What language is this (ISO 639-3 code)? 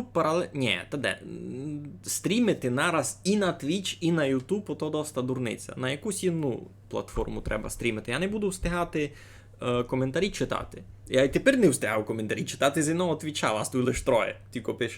rue